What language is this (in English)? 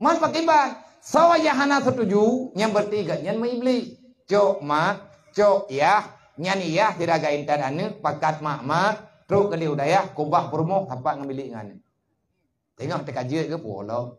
Achinese